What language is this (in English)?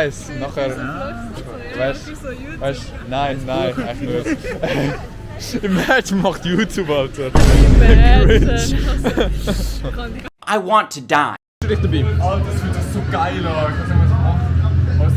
Swiss German